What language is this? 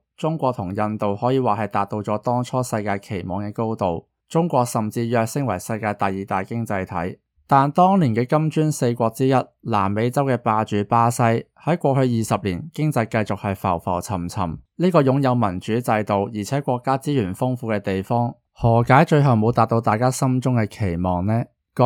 Cantonese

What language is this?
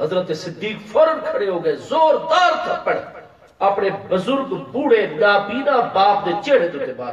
Saraiki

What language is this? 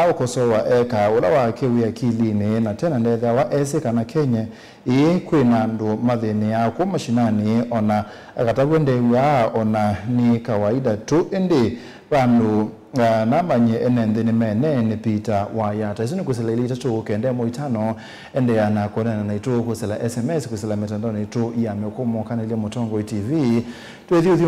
Kamba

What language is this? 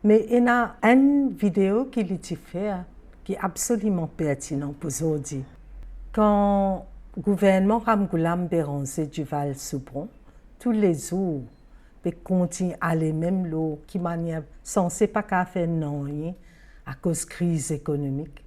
Morisyen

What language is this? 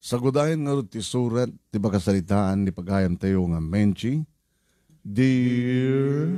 Iloko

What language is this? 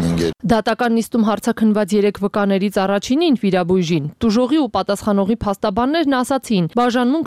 Armenian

